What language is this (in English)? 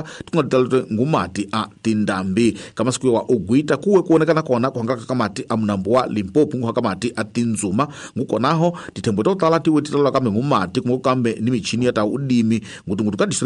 Tsonga